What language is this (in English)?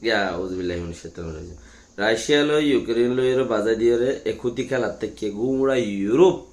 Rohingya